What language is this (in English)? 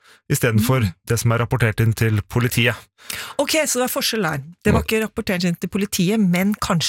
Norwegian